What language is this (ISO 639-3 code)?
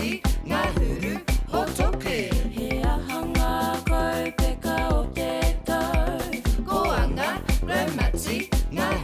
mri